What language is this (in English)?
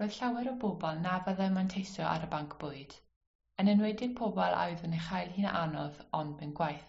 Welsh